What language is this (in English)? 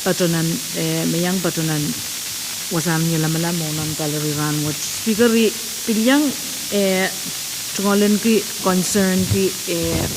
Pohnpeian